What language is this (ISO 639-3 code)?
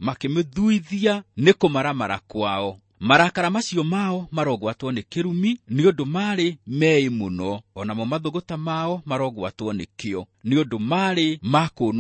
kik